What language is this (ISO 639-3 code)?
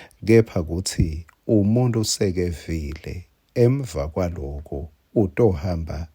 ssw